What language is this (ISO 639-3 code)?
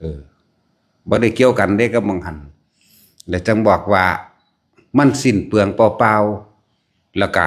tts